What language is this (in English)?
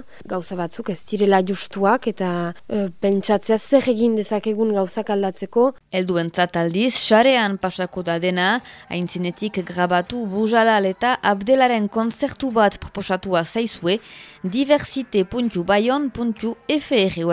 Basque